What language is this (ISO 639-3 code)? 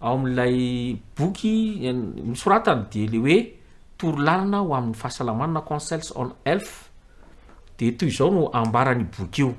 mlg